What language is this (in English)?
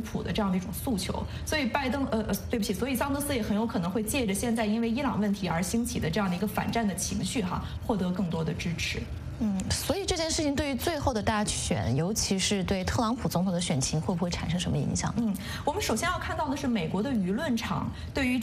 Chinese